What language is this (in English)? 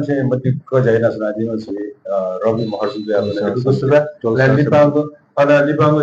Newari